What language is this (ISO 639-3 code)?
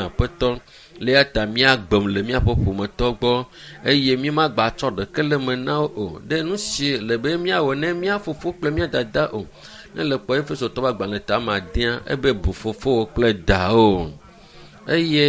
ewe